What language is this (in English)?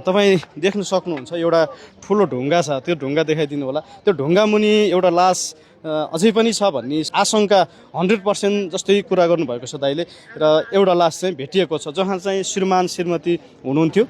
Nepali